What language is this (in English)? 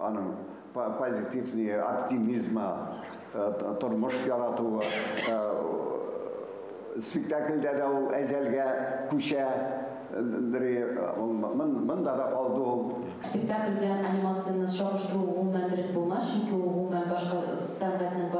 Tatar